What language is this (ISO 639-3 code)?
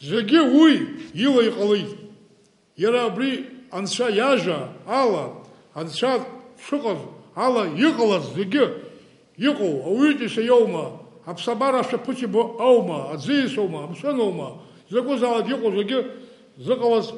abk